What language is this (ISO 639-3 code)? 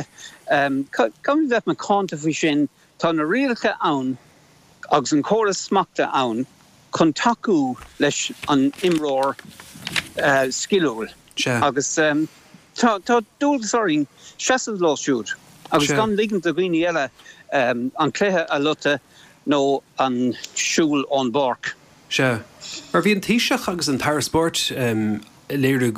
gle